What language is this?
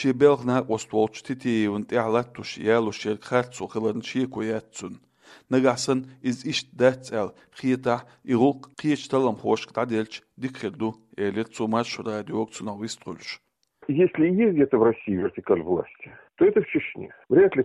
Chechen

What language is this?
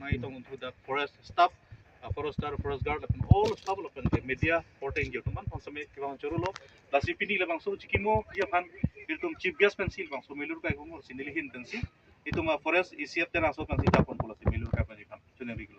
Karbi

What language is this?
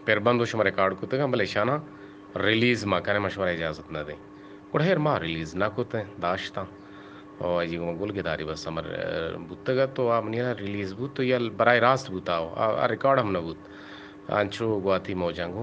Eastern Balochi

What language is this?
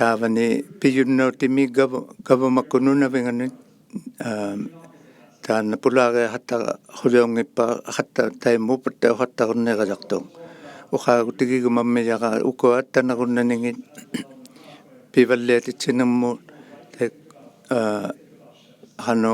Inuktitut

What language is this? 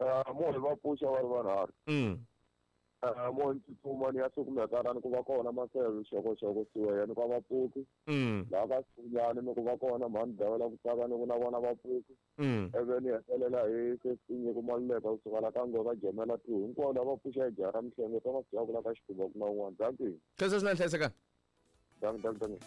Tsonga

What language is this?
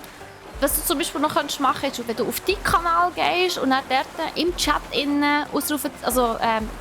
Swiss German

